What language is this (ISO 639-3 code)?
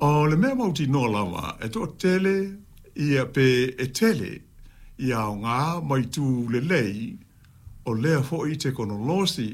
smo